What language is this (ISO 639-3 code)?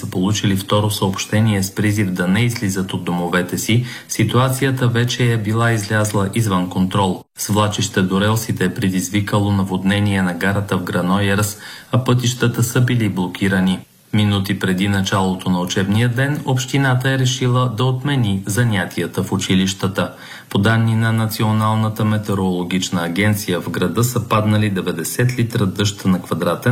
bul